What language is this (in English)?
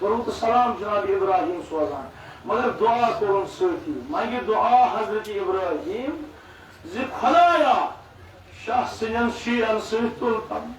Kashmiri